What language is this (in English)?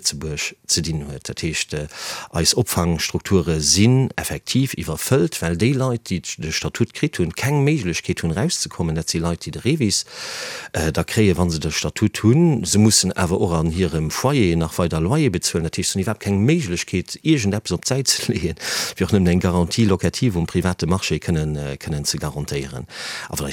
Luxembourgish